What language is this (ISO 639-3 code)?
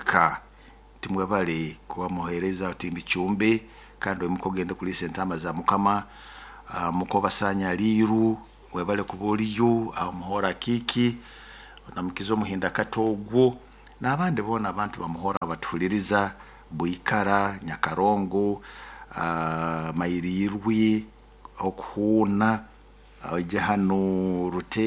nyo